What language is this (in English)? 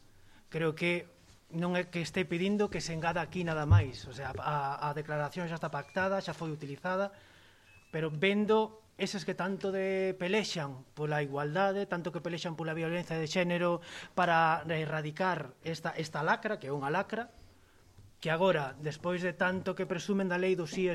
Galician